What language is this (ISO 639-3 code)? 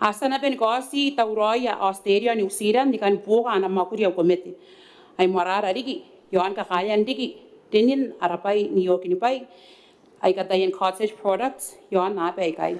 gil